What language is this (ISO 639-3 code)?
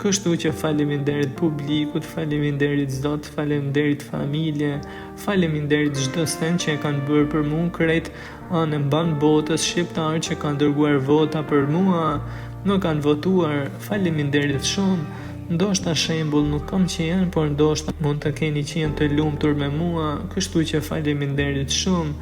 sqi